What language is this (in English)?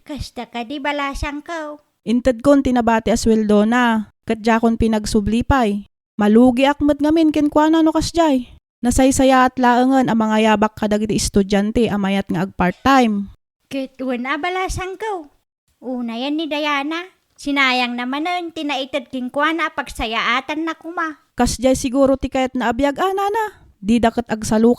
Iloko